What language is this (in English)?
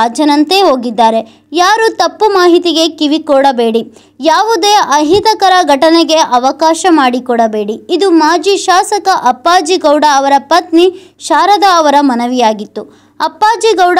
Kannada